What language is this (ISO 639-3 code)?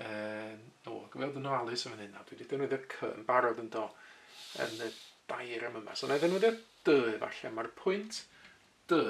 cym